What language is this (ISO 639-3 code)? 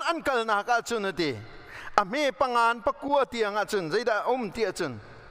cnh